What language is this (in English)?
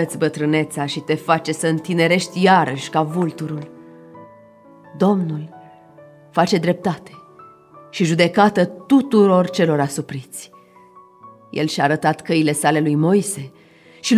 Romanian